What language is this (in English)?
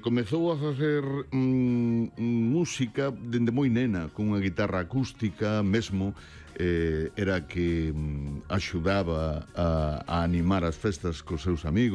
Galician